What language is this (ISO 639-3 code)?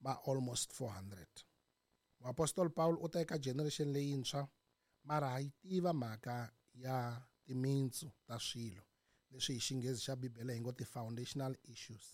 tso